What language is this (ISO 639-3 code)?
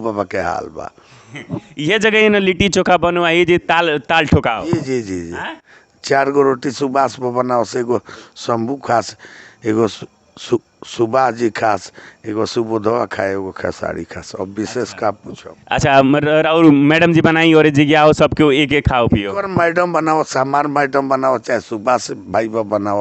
bho